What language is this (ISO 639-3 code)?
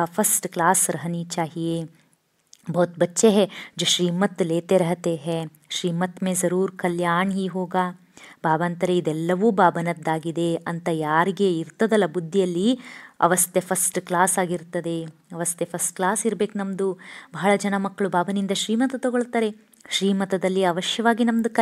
kan